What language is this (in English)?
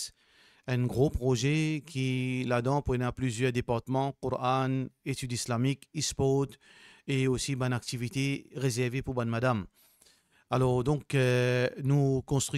Morisyen